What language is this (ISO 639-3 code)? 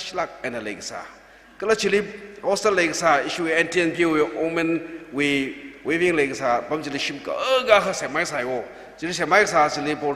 nmf